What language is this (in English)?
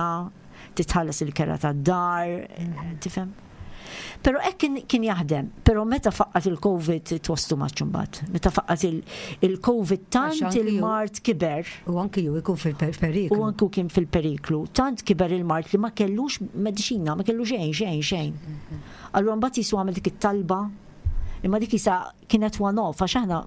Maltese